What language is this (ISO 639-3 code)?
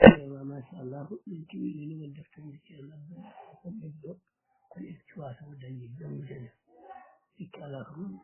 ful